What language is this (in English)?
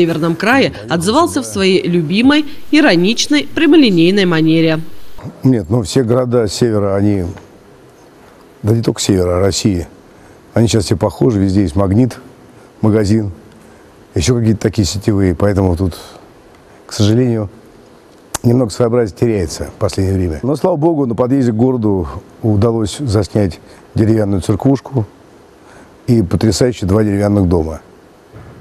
Russian